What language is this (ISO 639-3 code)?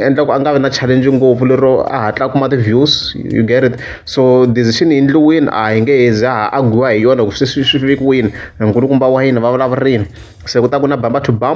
tso